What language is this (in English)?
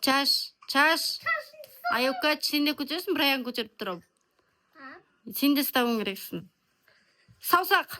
Kazakh